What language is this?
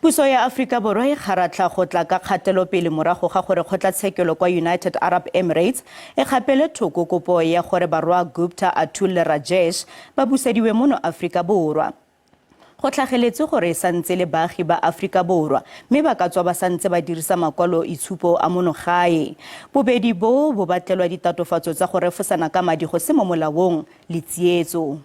Tswana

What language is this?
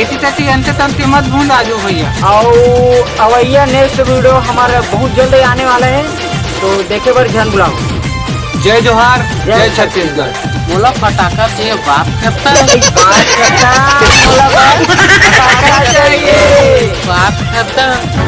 Chhattisgarhi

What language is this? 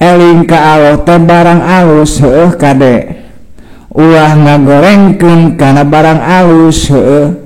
Sundanese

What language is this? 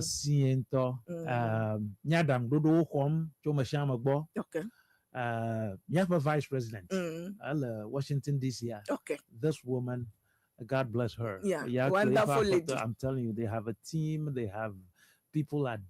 Ewe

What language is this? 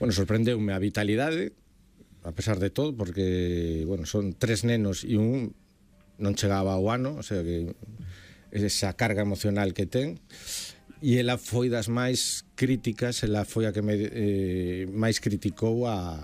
Galician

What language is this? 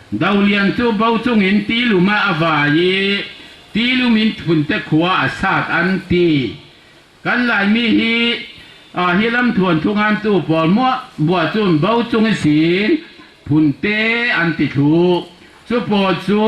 Falam Chin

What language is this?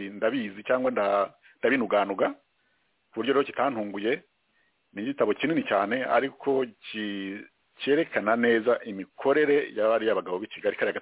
Kinyarwanda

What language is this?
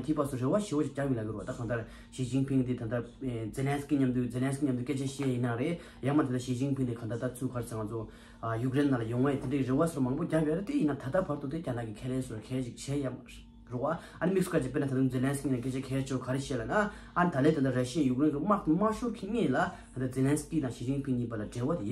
Tibetan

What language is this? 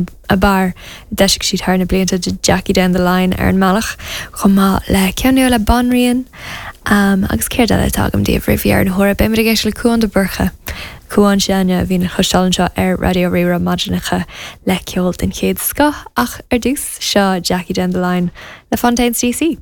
Irish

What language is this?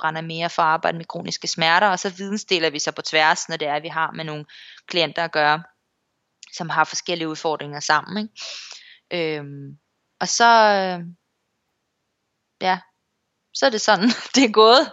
Danish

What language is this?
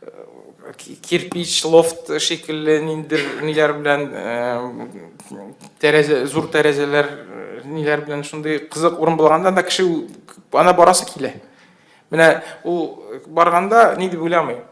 Tatar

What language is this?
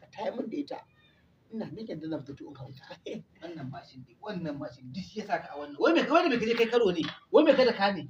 Hausa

